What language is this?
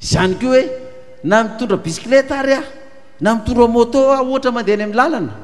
Malagasy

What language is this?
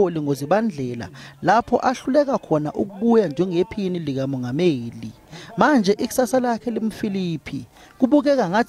Zulu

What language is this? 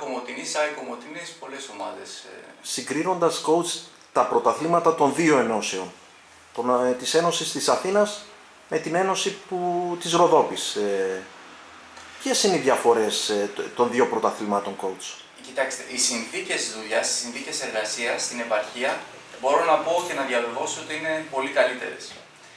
Greek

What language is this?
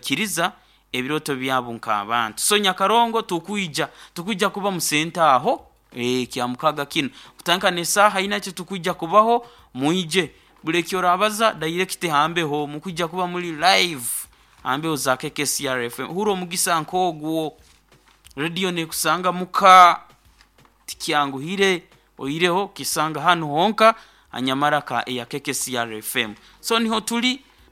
Nyoro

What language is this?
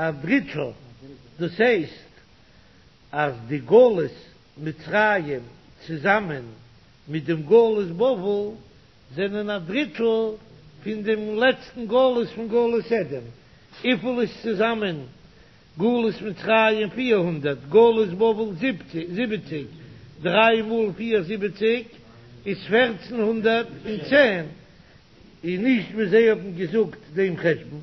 Yiddish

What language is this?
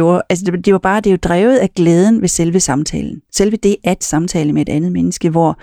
Danish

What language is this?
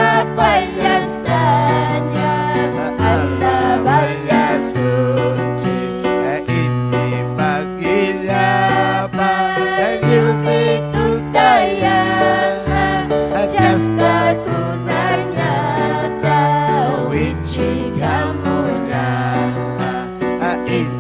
Ayacucho Quechua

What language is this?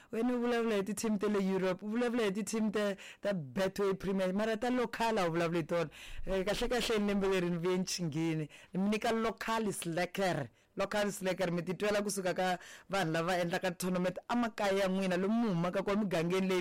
Tsonga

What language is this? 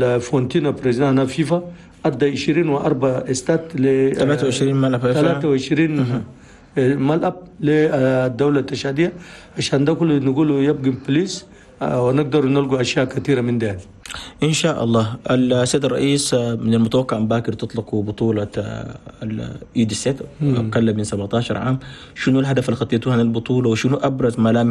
Chadian Arabic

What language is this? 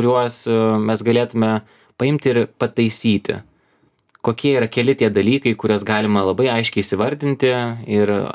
Lithuanian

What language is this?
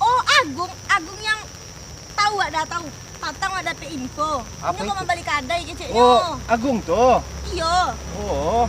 Minangkabau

